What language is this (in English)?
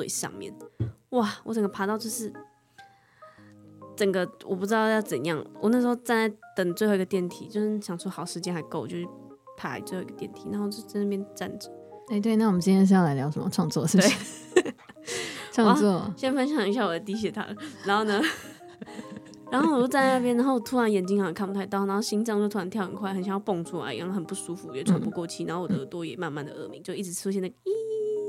Chinese